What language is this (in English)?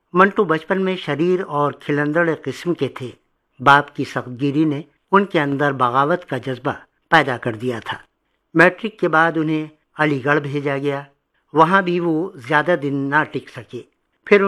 Urdu